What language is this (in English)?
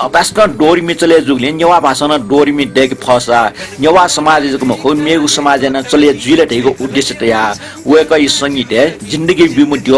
Newari